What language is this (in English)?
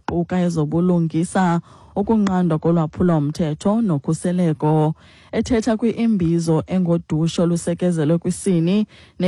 Xhosa